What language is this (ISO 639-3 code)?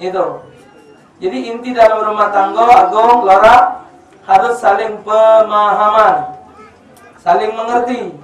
mui